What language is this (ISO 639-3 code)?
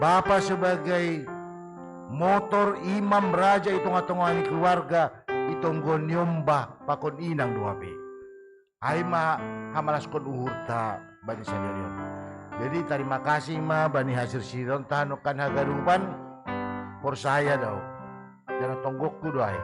bts